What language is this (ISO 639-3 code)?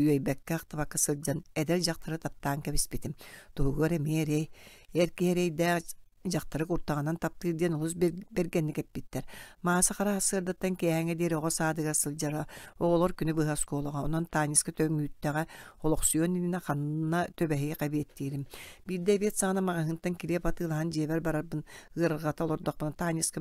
sah